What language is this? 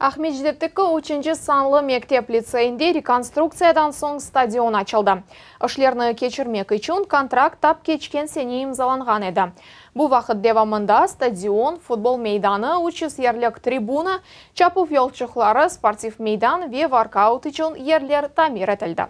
Crimean Tatar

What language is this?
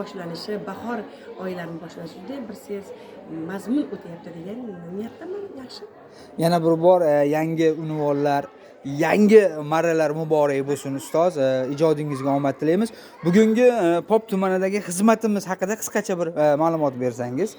Uzbek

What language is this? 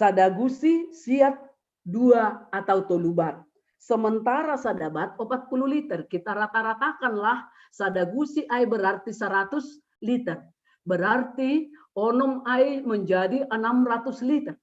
Batak Simalungun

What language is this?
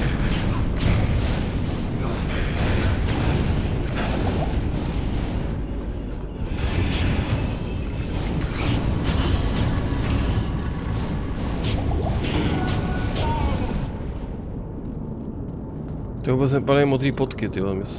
Czech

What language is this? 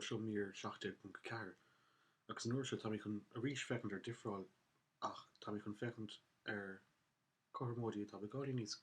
Irish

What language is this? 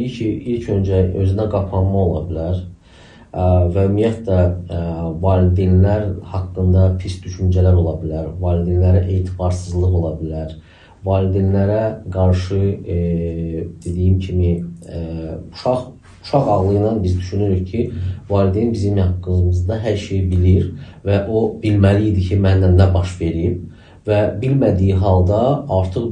Azerbaijani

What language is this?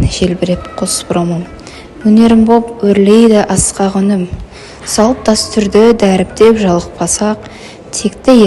Kazakh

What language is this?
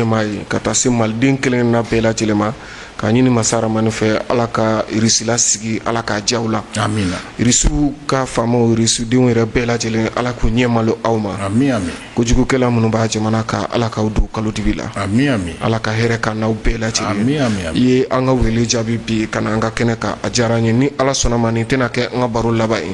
Bambara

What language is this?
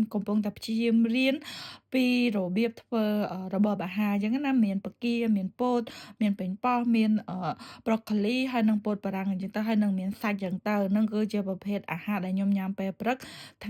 Khmer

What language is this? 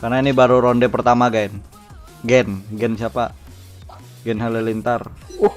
Banjar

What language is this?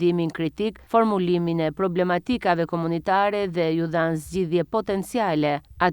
Albanian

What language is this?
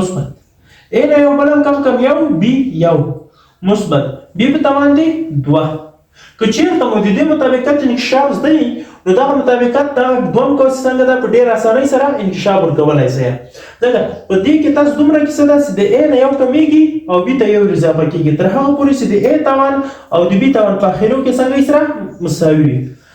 Pashto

